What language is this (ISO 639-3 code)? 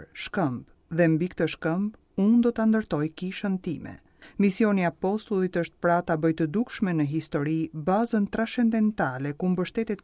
sqi